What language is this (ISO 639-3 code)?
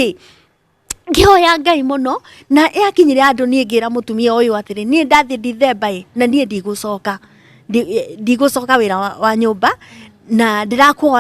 kik